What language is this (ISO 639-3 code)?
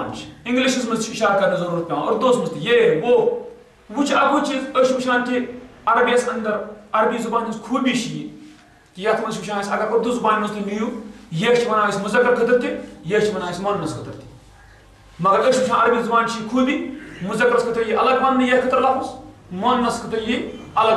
kas